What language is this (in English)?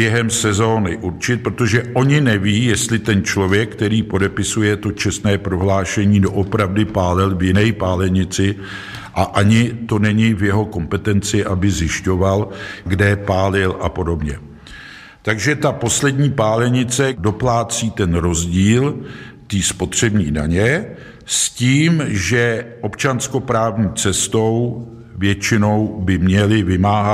Czech